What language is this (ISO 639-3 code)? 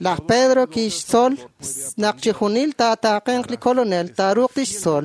kek